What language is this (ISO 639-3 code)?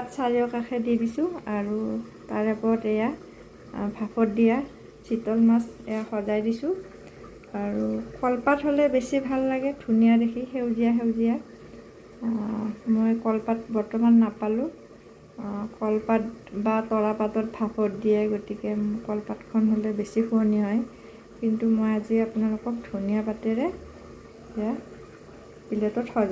asm